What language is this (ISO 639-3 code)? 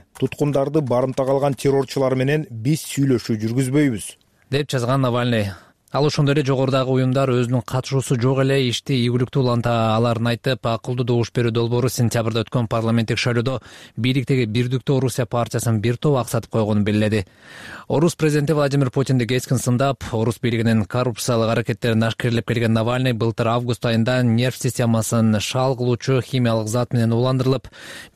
kir